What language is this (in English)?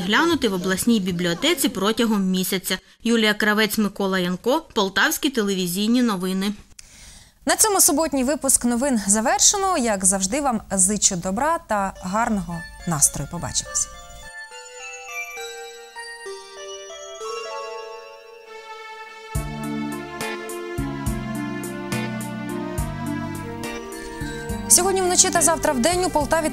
Ukrainian